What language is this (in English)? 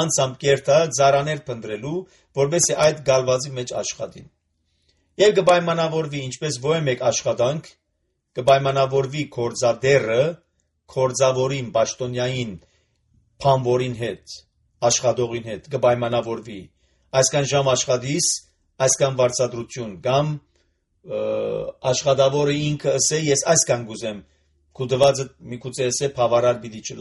Armenian